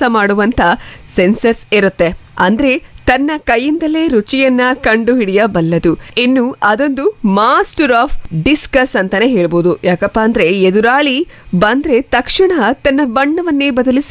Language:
Kannada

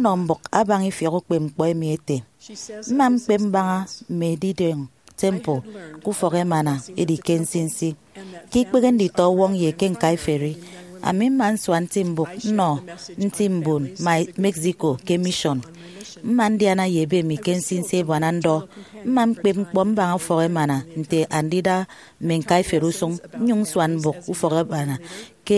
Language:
Efik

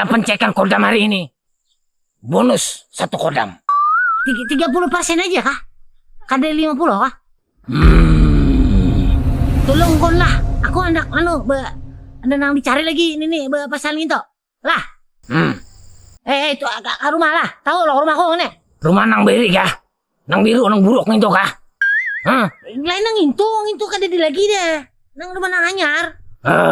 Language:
Banjar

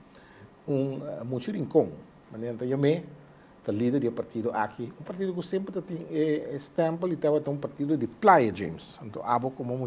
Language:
Papiamento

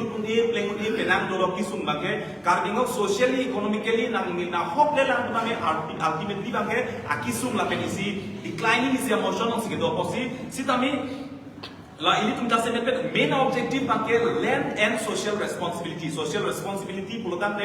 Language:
Karbi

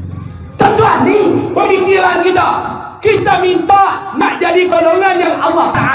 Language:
Malay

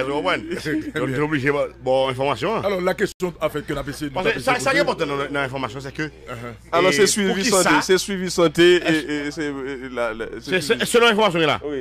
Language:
Haitian Creole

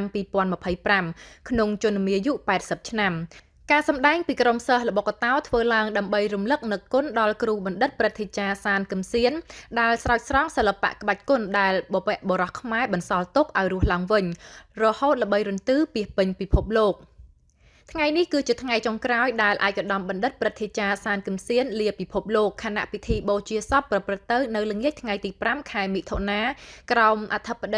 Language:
Khmer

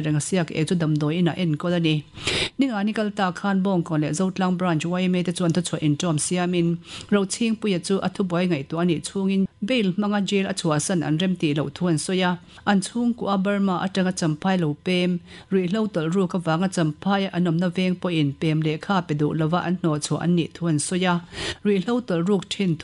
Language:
Mizo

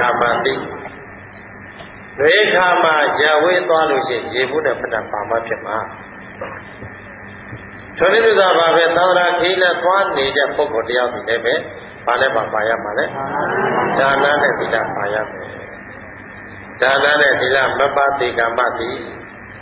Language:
Burmese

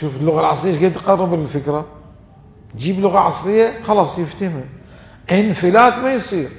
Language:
Mesopotamian Arabic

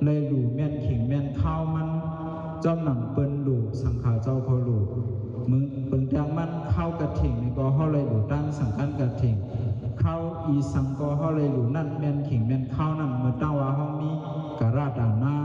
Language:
Shan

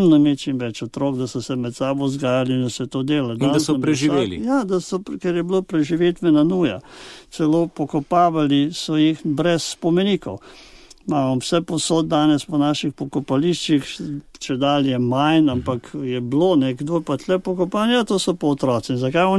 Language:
Slovenian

